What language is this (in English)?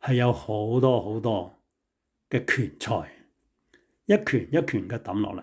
Cantonese